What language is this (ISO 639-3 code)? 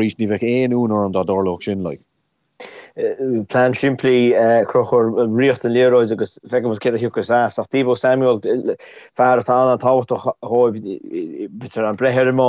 gle